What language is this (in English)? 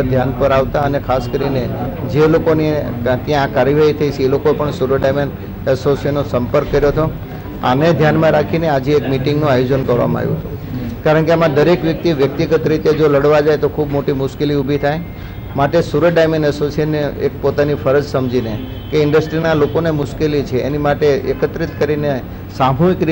Gujarati